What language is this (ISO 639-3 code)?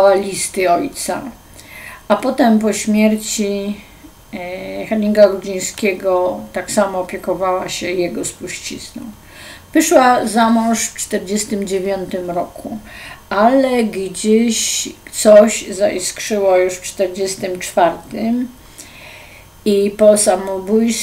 pol